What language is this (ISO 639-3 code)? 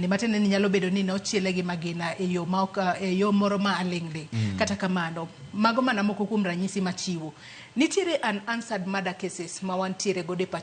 luo